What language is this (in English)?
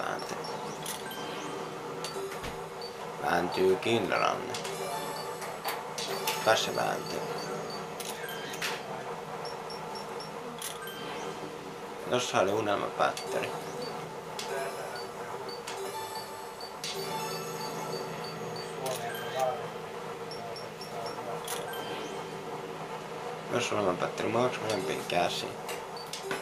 Finnish